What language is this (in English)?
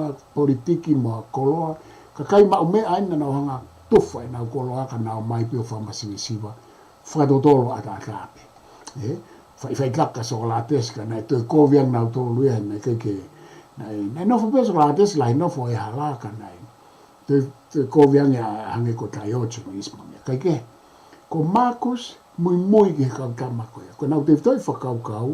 Tongan